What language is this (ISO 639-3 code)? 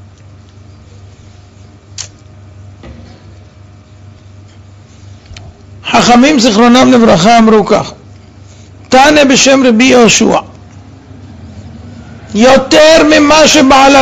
heb